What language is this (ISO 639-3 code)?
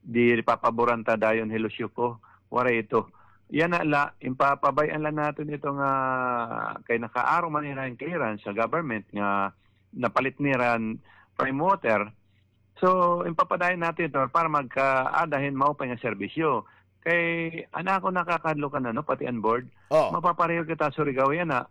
war